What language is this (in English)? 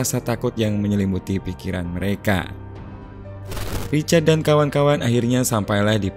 Indonesian